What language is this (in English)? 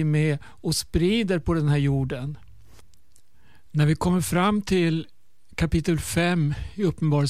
Swedish